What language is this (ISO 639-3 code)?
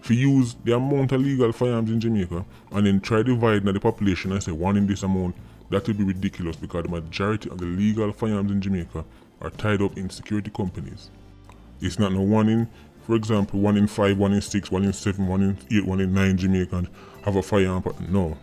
jam